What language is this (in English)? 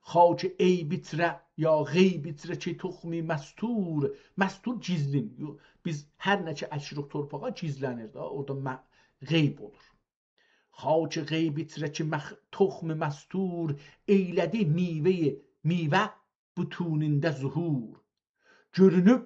South Azerbaijani